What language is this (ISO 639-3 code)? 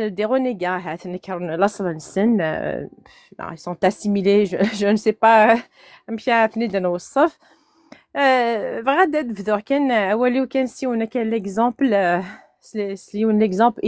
kab